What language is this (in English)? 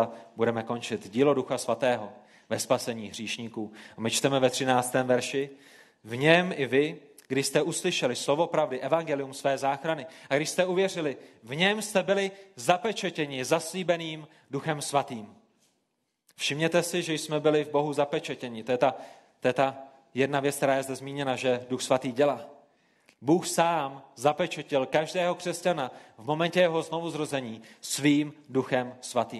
Czech